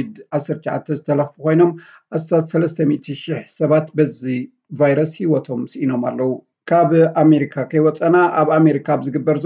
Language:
Tigrinya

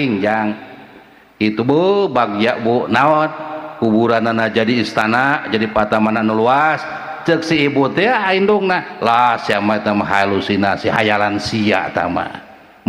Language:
Sundanese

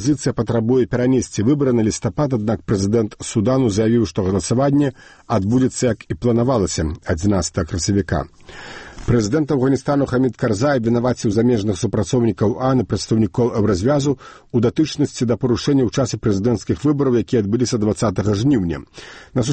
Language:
Belarusian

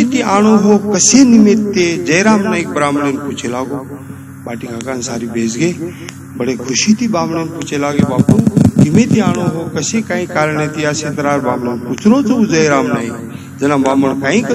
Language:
Lambadi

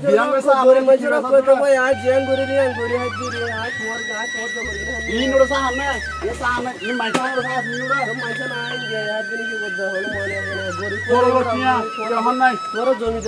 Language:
Rohingya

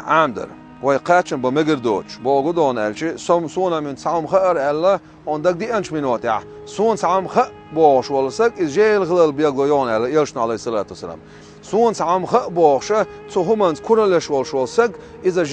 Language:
Chechen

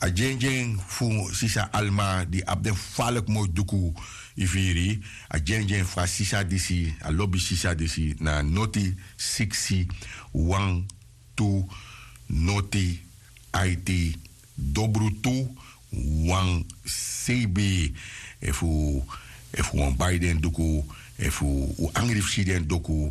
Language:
Sranan Tongo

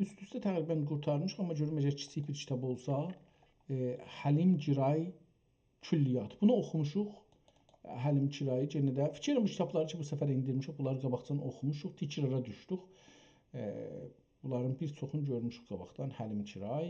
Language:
South Azerbaijani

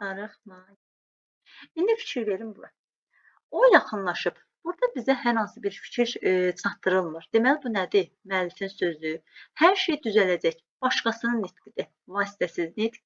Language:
Azerbaijani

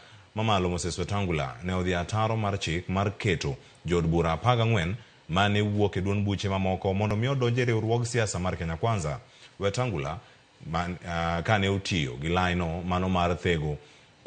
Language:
Luo (Kenya and Tanzania)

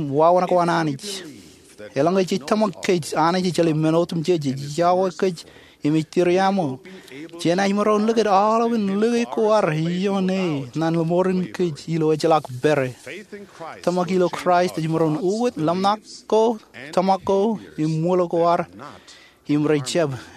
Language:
Marshallese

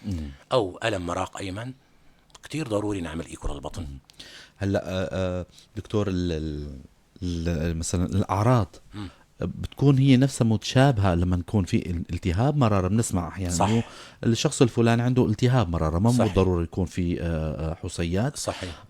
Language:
North Levantine Arabic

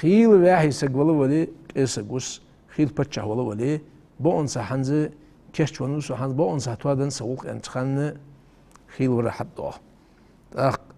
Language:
Ingush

